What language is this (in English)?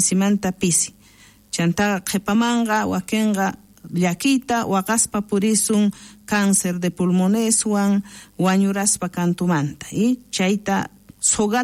South Bolivian Quechua